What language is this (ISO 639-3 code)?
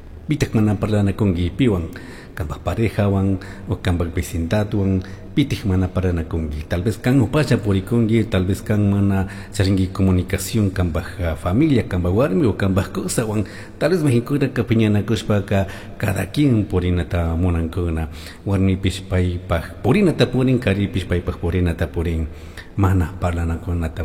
qug